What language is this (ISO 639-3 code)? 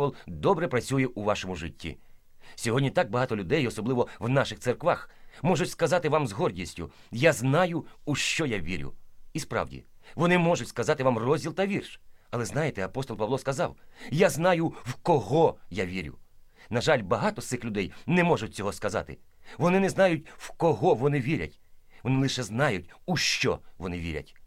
ukr